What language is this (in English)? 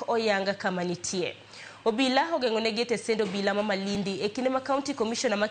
Luo (Kenya and Tanzania)